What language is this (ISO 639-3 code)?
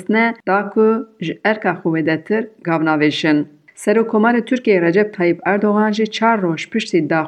kur